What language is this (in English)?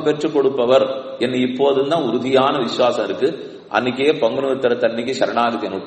Tamil